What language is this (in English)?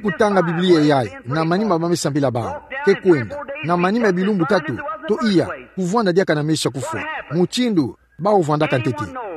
Kituba (Democratic Republic of Congo)